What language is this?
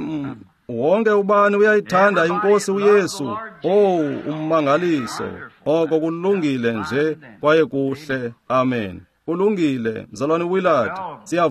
Xhosa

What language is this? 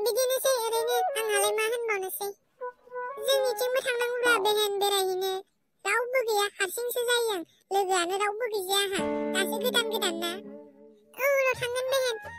Bodo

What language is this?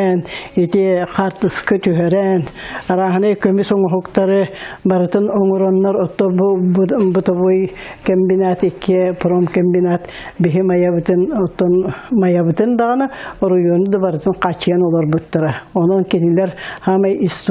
Yakut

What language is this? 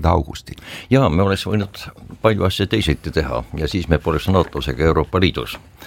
Estonian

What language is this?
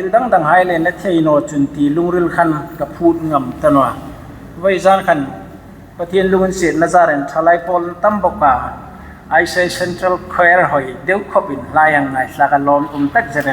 Hmar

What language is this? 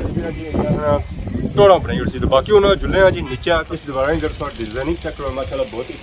Pahari-Potwari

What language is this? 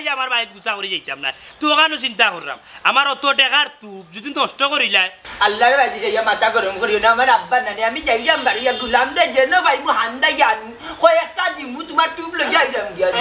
Sylheti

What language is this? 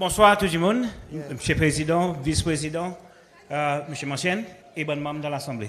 Seselwa Creole French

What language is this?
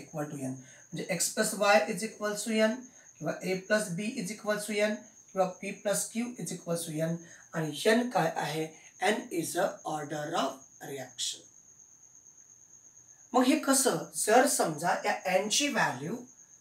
Marathi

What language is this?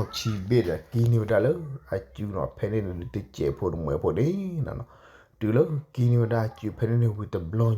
S'gaw Karen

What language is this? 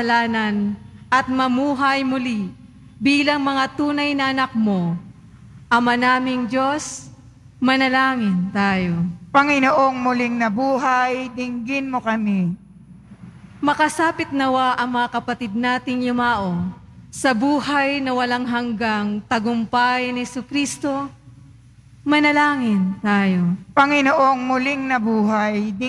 Filipino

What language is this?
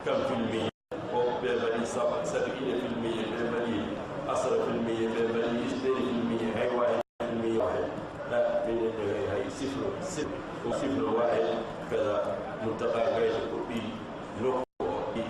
Fula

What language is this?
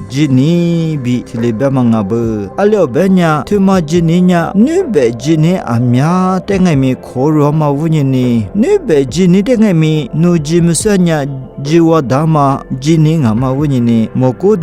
Lisu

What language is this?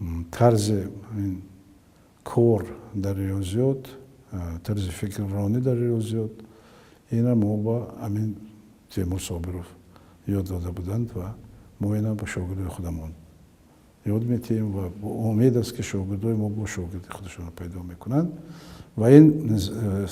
Tajik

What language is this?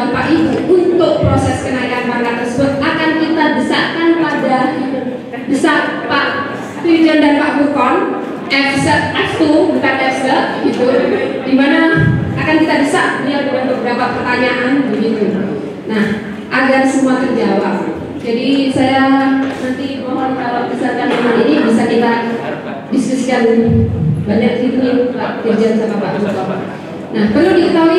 Indonesian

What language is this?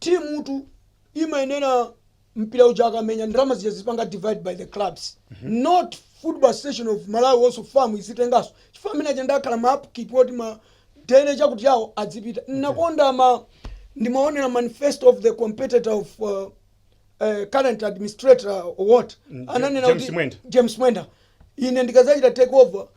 Nyanja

